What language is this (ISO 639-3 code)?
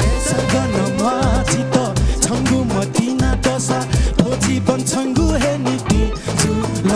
new